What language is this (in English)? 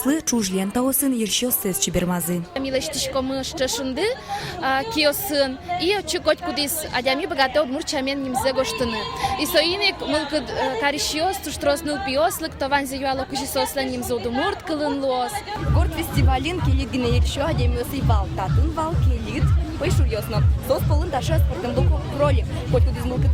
Udmurt